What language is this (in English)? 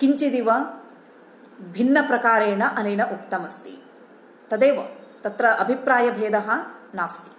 Sanskrit